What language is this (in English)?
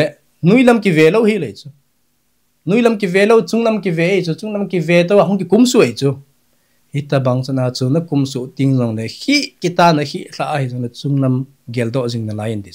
Thado Chin